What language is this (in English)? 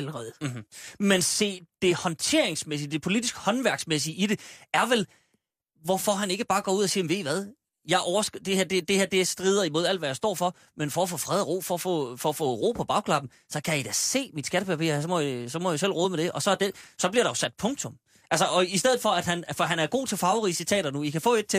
Danish